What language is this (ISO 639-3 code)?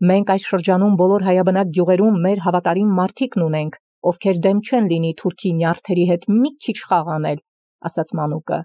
hye